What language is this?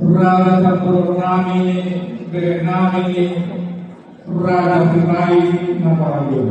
Batak Toba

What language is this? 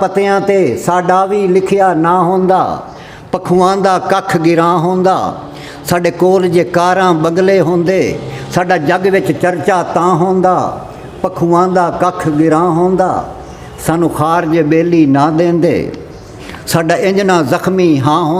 Saraiki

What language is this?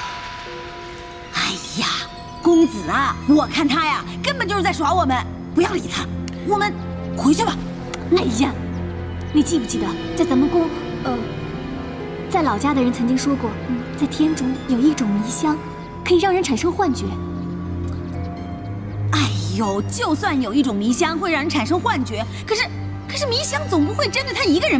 Chinese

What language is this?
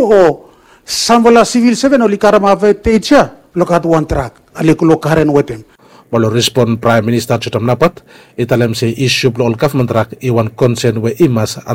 Bislama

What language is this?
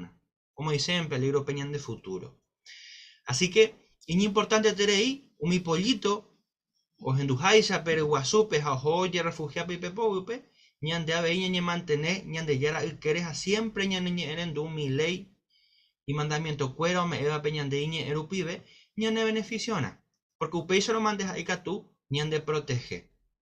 Guarani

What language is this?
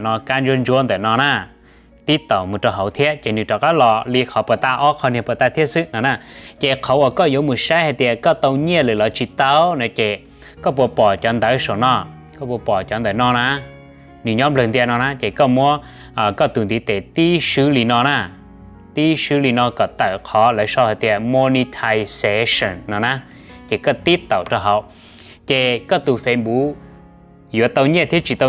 Hmong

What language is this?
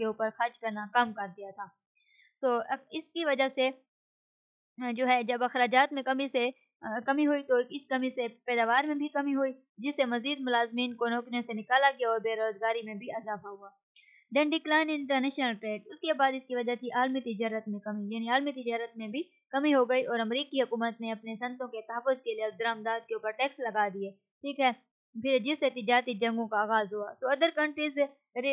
Urdu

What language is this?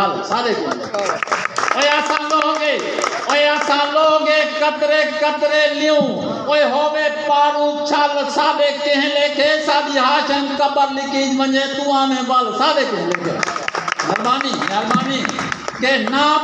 Saraiki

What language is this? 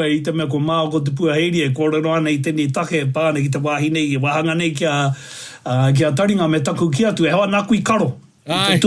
Māori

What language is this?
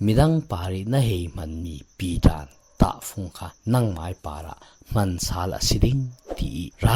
Falam Chin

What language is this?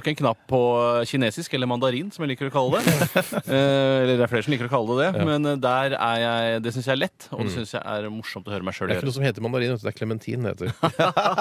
Norwegian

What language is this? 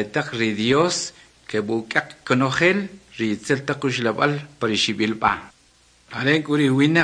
Kʼicheʼ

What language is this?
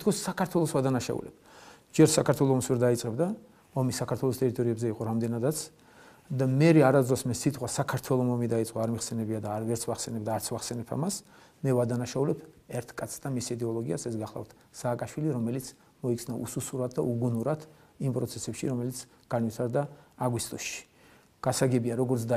Georgian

